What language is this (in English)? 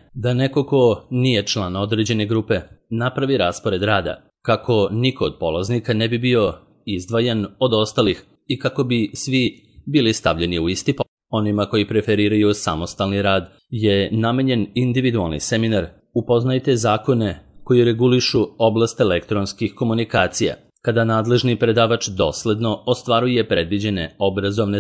Serbian